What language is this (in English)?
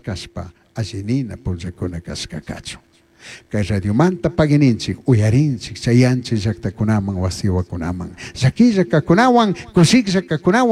Chimborazo Highland Quichua